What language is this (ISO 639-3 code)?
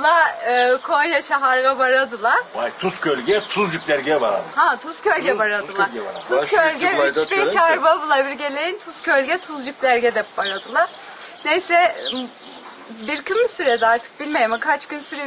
krc